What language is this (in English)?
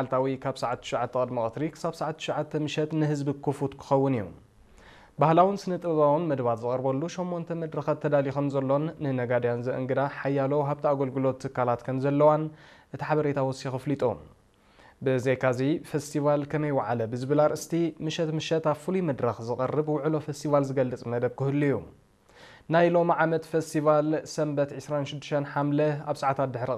Tigrinya